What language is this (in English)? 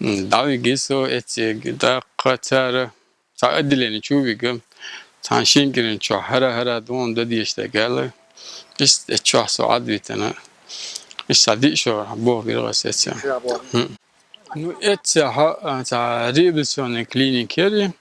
Chechen